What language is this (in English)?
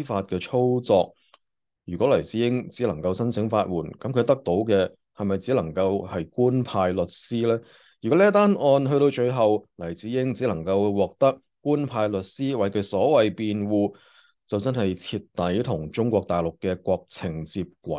Cantonese